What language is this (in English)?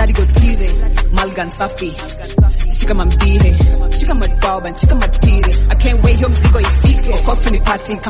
Swahili